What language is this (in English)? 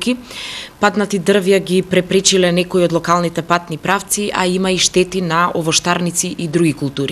Macedonian